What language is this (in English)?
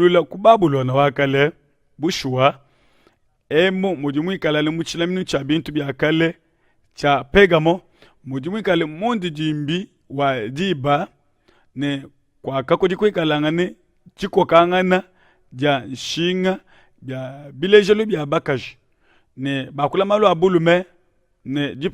Luba-Lulua